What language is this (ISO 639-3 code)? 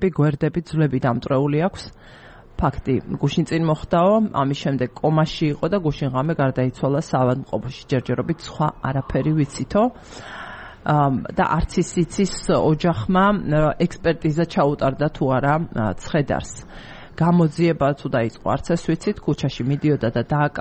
kat